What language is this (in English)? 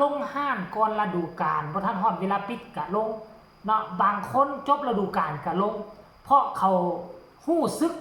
Northeastern Thai